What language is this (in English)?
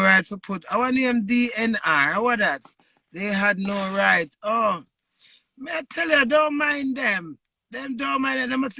Jamaican Creole English